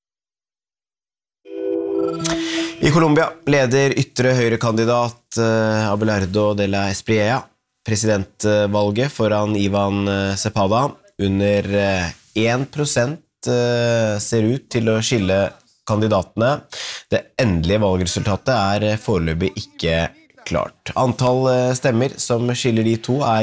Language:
Norwegian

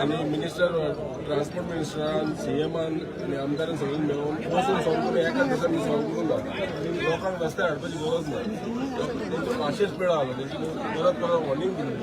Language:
Konkani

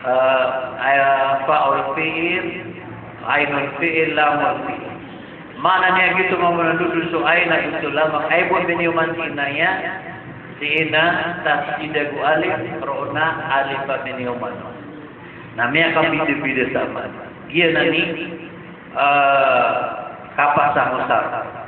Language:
Maranao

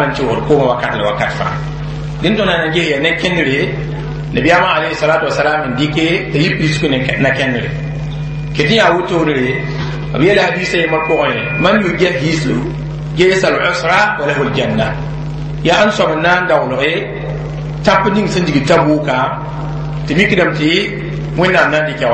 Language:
Mossi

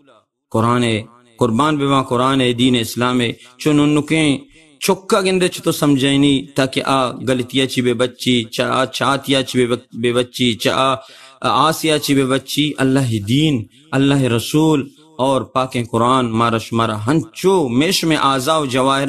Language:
Baluchi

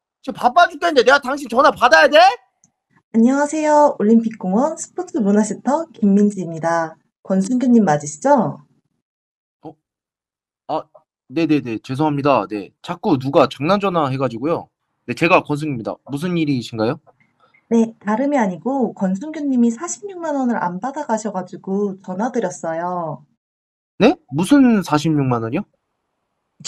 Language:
Korean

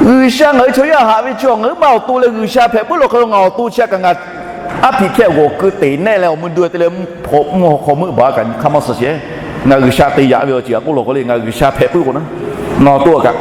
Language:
Lahu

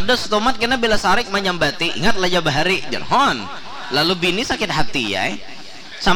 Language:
Banjar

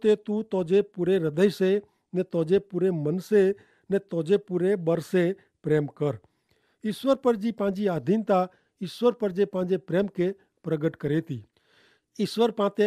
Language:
Kachhi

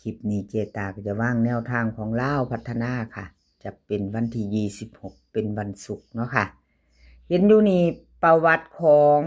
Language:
Northeastern Thai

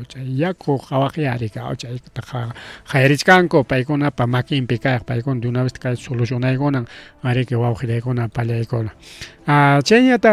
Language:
Ayacucho Quechua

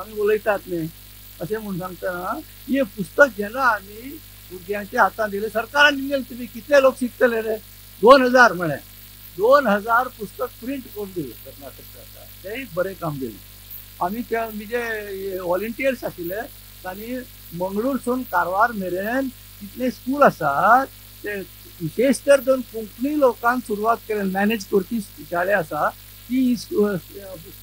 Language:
Konkani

